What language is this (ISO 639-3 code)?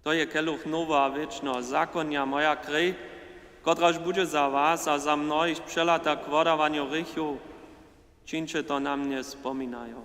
hsb